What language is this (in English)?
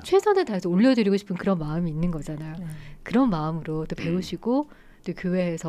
Korean